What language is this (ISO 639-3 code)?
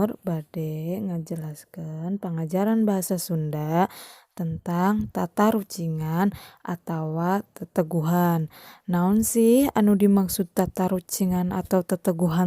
sun